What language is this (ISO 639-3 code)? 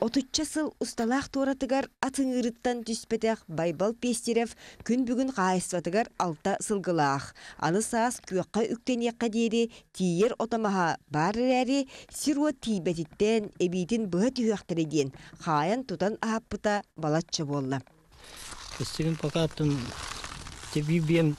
sah